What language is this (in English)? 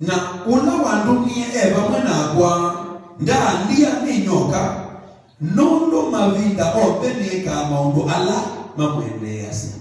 Kamba